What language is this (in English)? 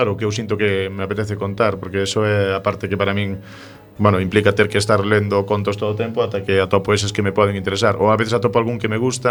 Galician